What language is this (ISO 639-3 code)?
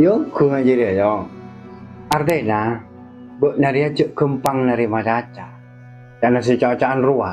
mad